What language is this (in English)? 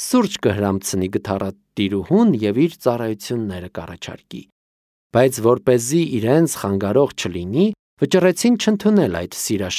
Armenian